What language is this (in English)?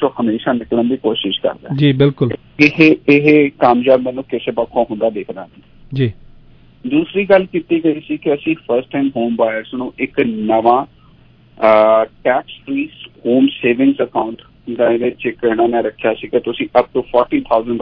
Punjabi